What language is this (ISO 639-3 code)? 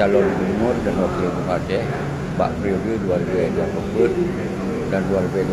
ace